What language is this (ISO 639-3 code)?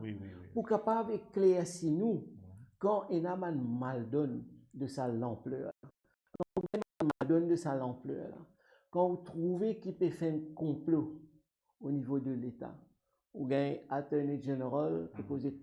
mfe